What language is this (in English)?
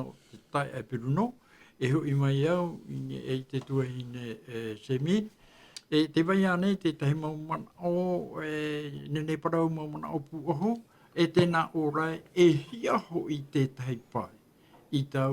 Tahitian